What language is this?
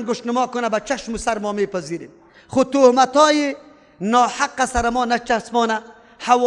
Persian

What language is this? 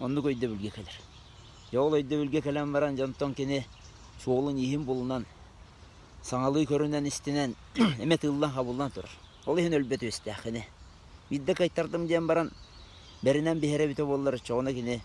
Yakut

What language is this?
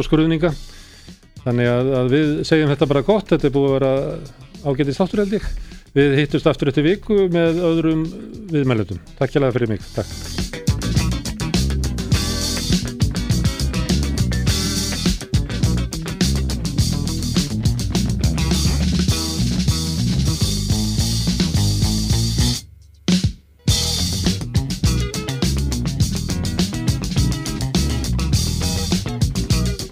Icelandic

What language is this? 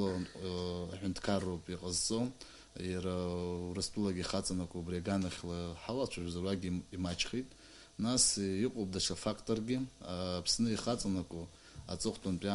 Abkhazian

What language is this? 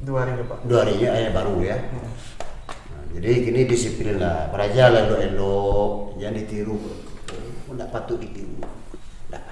Minangkabau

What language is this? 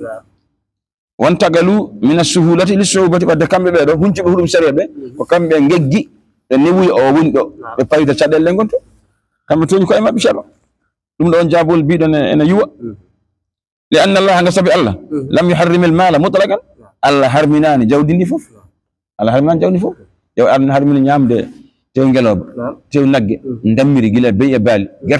Fula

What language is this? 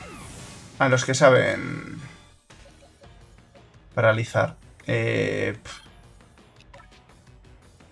Spanish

